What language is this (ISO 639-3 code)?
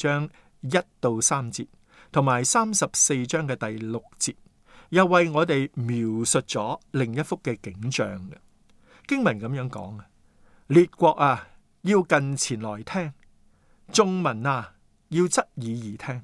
yue